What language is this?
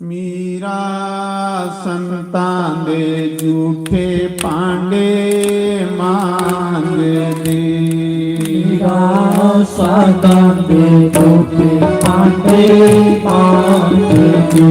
Dogri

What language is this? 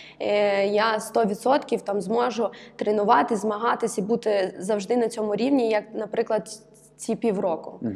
Ukrainian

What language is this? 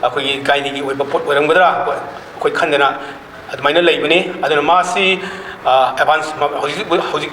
Manipuri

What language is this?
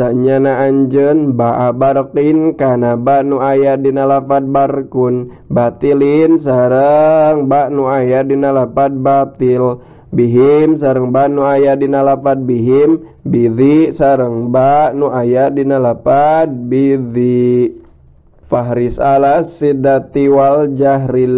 Sundanese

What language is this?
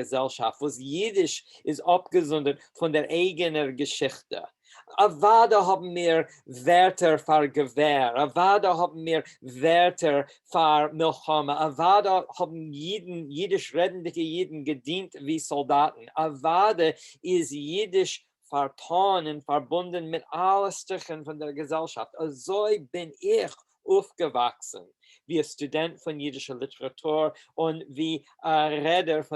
Yiddish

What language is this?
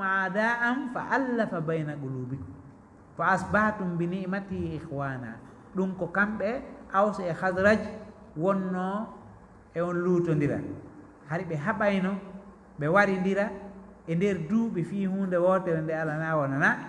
Fula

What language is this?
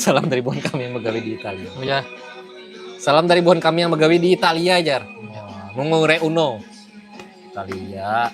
Banjar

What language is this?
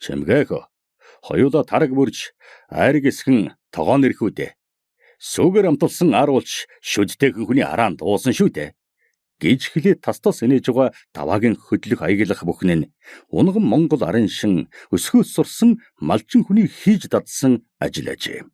Mongolian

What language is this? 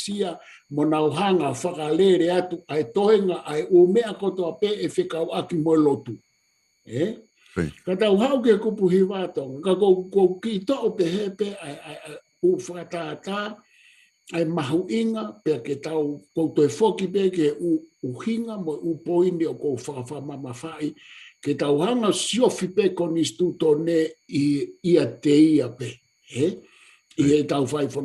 Tongan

